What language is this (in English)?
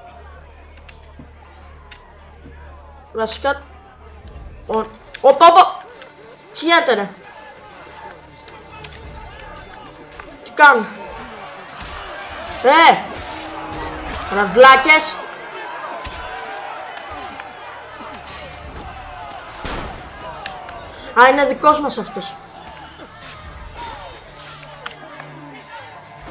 Greek